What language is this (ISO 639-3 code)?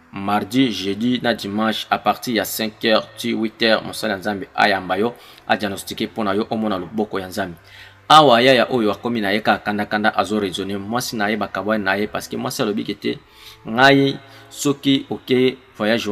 lin